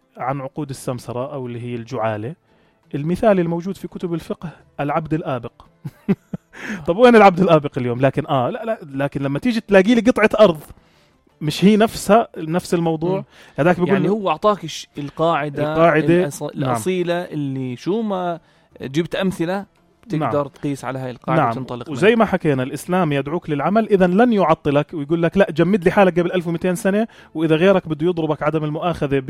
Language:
North Levantine Arabic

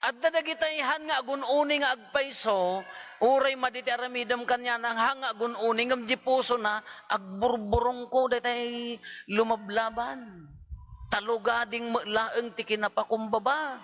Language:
Iloko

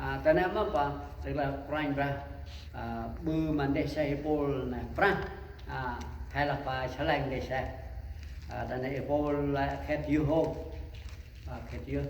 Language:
Central Mnong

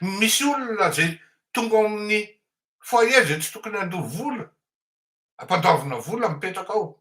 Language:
Malagasy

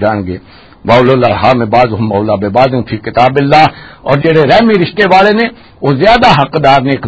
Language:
Western Panjabi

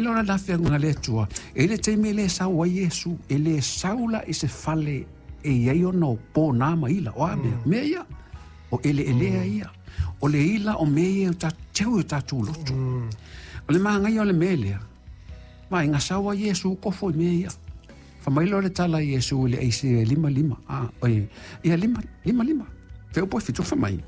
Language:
Samoan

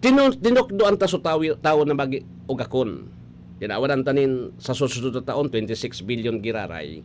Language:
Bikol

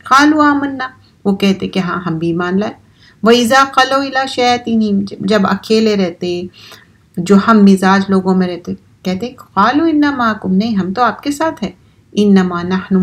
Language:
Urdu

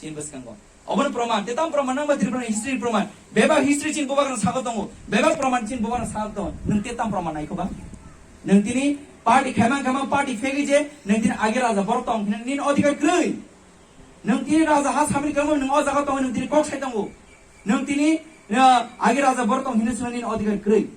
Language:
Kok Borok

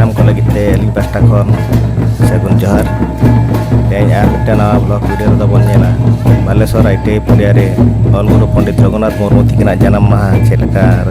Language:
Santali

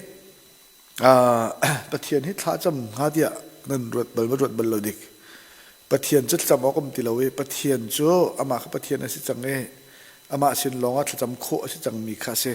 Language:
Hakha Chin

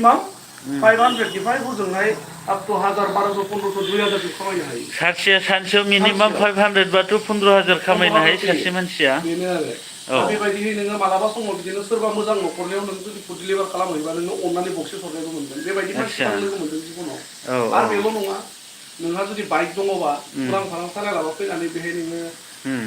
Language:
Bodo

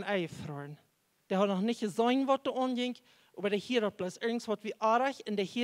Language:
Plautdietsch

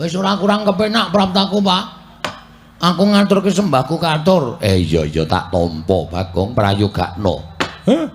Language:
Javanese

